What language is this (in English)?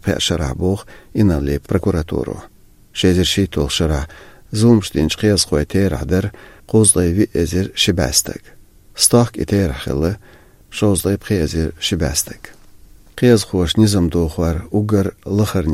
Chechen